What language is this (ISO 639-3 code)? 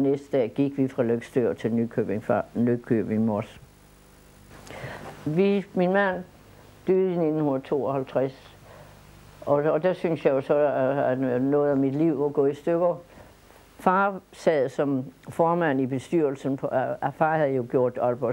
dan